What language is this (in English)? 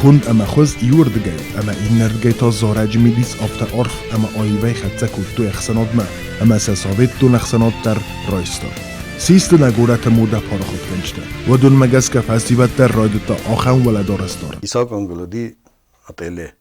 Ossetic